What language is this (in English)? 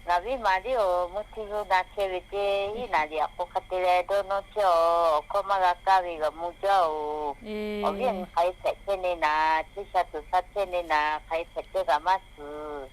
Lahu